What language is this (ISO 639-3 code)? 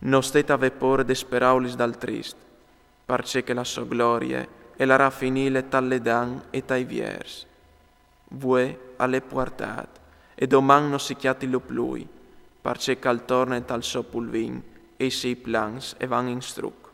fur